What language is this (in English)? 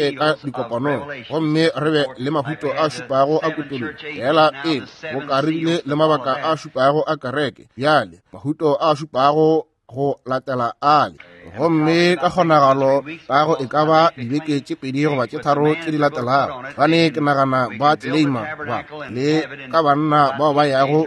Northern Sotho